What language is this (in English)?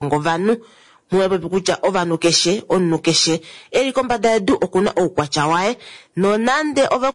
Kuanyama